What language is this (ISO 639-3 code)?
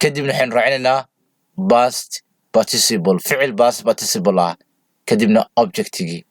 som